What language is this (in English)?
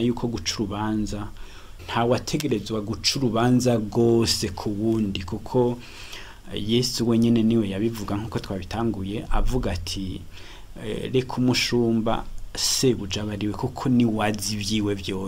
Rundi